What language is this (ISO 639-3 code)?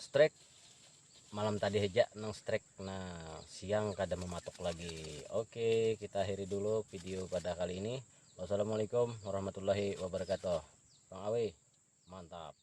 bjn